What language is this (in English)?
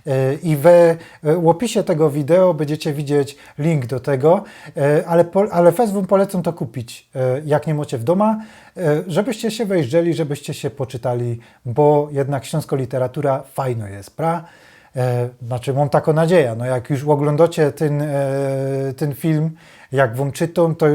Silesian